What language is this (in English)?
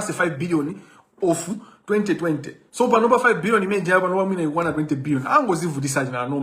Nyanja